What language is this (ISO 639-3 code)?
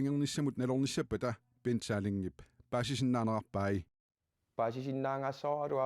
kal